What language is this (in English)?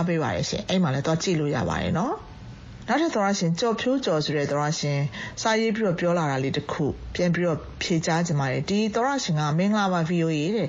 Burmese